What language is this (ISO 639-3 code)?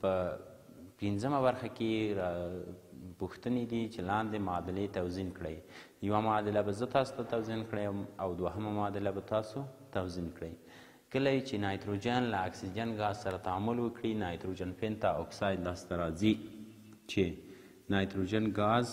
pus